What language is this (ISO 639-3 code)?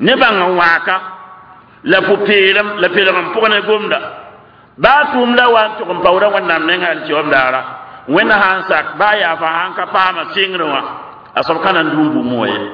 mos